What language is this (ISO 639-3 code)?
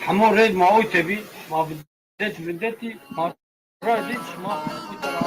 zza